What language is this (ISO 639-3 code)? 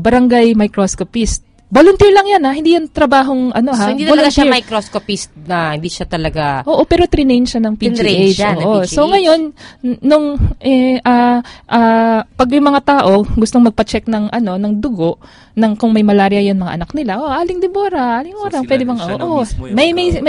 fil